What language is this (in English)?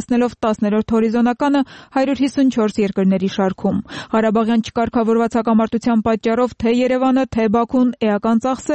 Armenian